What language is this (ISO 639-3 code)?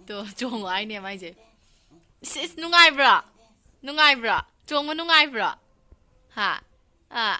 mni